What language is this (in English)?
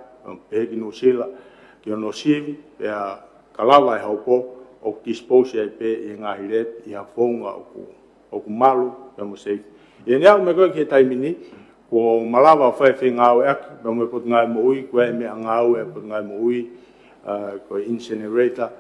Tongan